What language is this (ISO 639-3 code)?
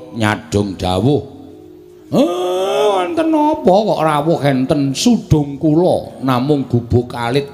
jav